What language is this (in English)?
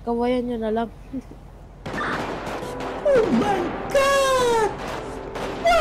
Filipino